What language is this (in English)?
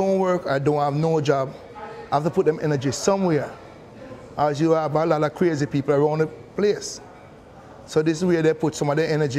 Jamaican Creole English